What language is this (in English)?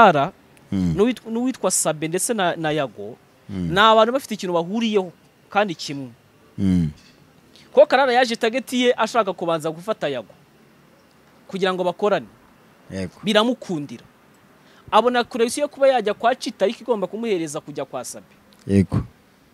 Kinyarwanda